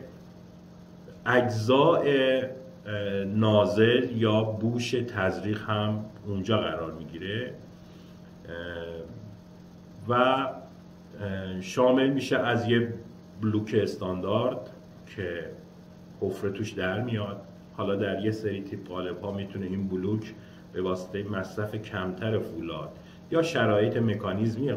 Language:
Persian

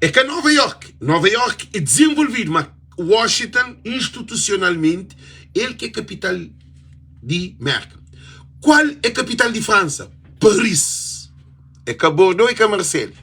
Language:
Kabuverdianu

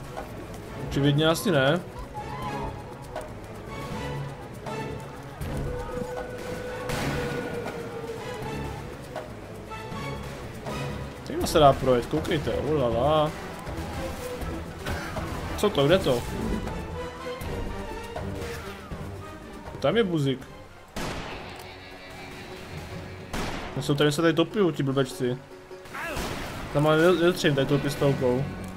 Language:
Czech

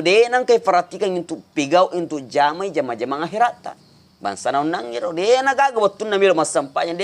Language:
Buginese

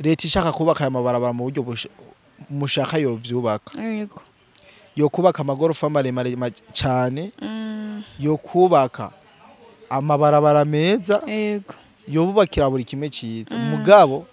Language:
Rundi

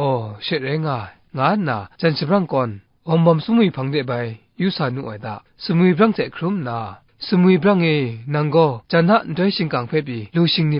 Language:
Kachin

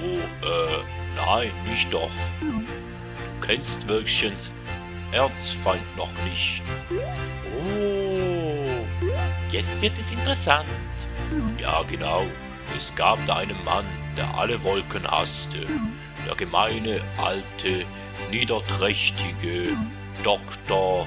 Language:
Swiss German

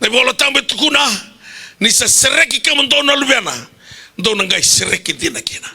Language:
Fijian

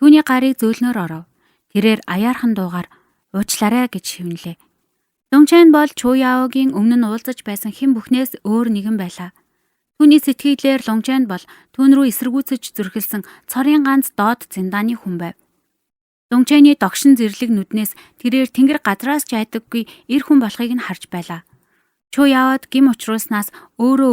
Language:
Mongolian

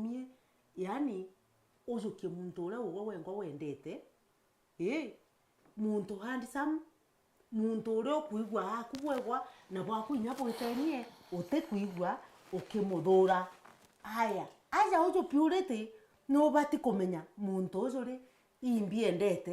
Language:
Meru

